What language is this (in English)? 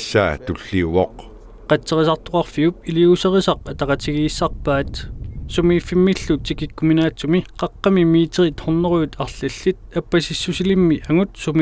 Kalaallisut